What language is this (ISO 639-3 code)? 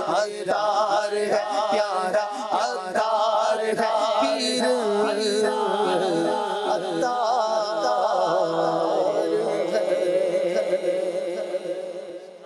urd